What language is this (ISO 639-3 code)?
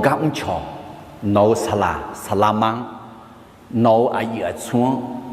ahk